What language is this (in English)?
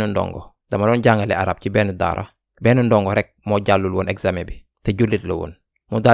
Wolof